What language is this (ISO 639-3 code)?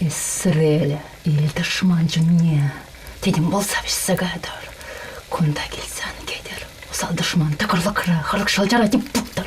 chv